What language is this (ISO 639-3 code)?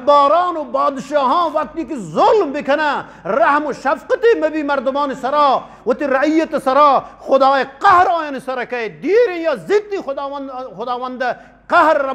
bgp